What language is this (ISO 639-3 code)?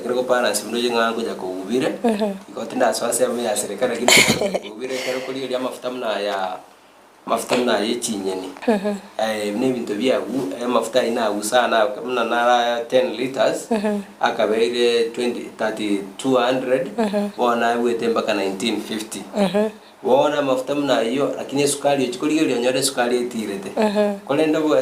guz